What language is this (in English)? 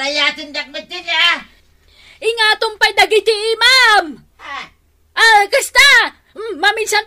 Iloko